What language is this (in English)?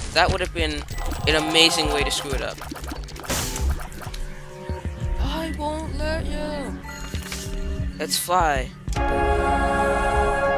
English